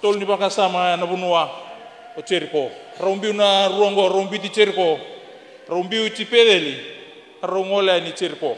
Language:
Fijian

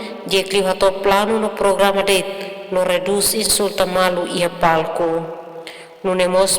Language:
Tetum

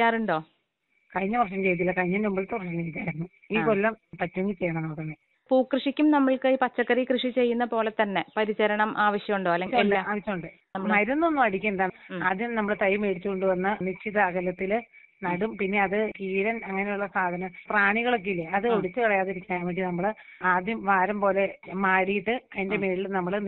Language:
Malayalam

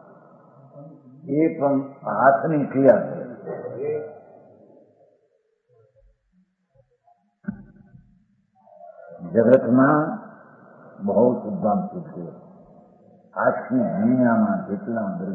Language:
Gujarati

